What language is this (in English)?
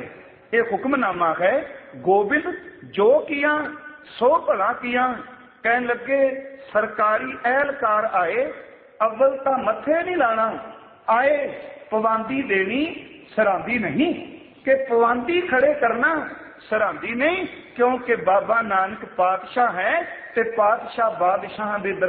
Punjabi